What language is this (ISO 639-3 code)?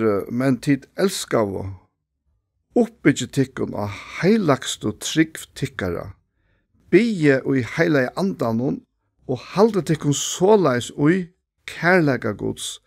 fao